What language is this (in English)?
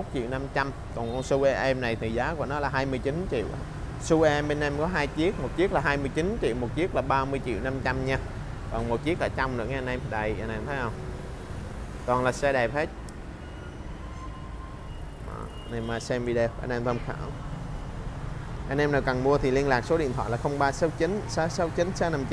Vietnamese